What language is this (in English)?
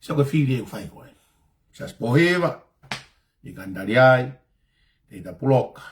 Tongan